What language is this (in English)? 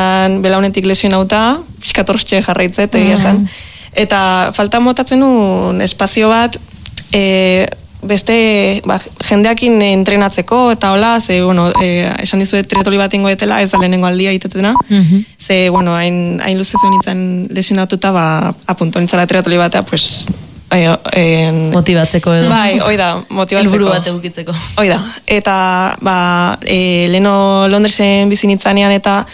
Basque